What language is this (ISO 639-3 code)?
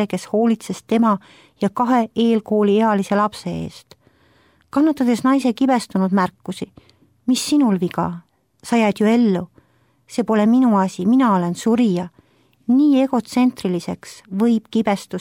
est